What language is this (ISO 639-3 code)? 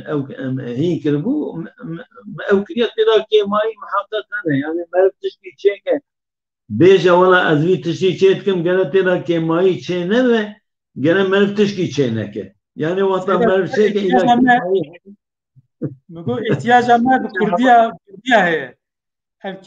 kur